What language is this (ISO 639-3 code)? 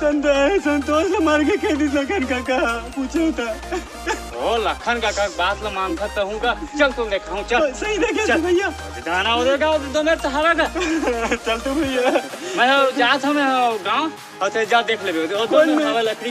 hne